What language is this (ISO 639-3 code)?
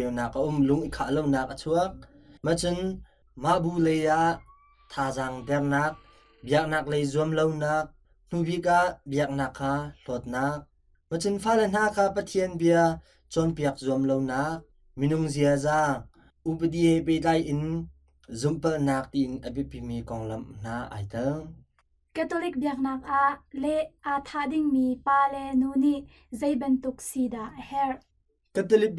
cnh